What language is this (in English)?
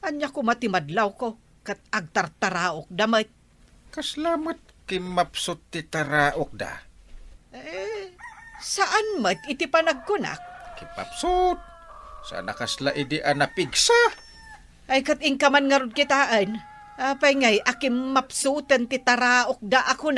Iloko